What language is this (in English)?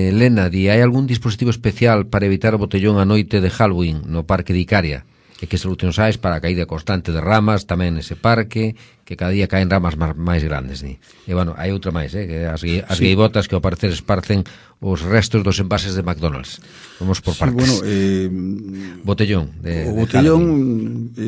Galician